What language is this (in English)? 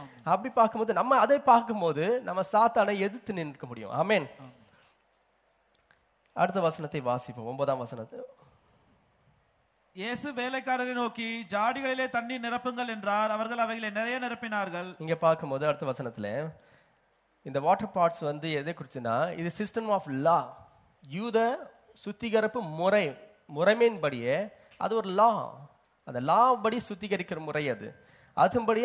Tamil